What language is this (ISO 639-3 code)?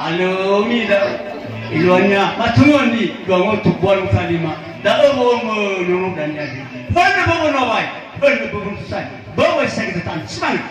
nia